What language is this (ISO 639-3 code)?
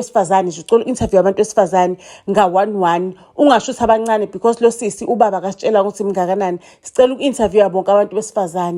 zul